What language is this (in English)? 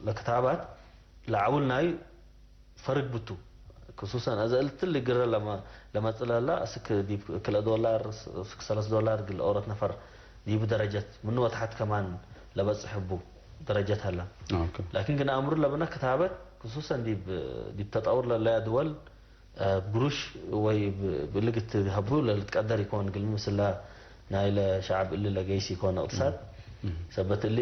Tigre